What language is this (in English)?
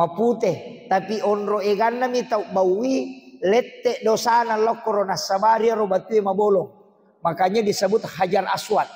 Buginese